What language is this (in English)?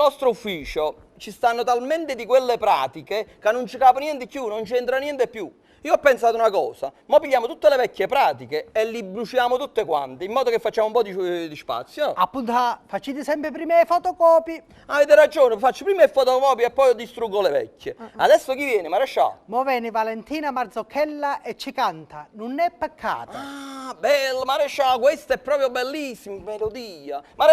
Neapolitan